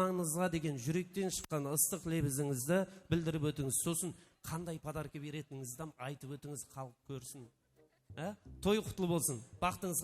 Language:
Kara-Kalpak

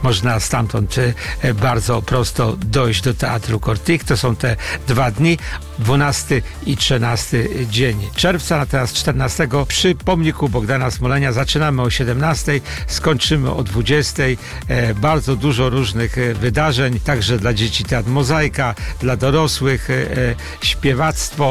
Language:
Polish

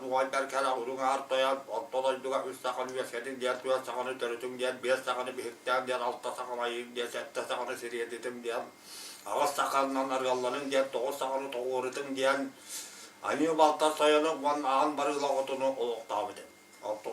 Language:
Yakut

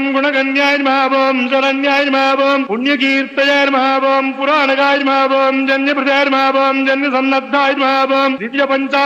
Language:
Telugu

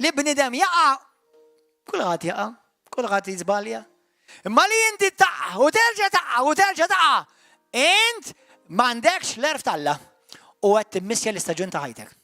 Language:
Maltese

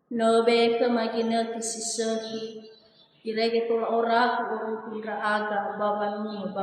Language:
Nias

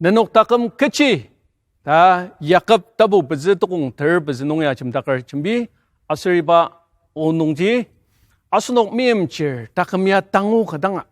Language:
Ao Naga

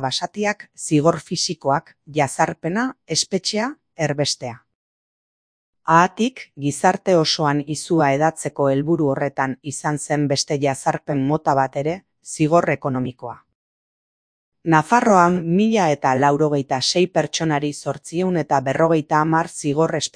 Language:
Basque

